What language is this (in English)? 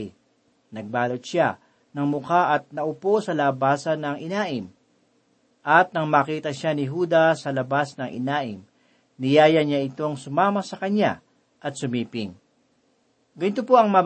Filipino